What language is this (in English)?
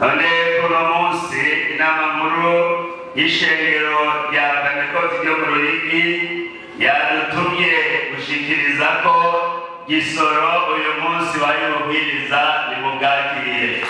Rundi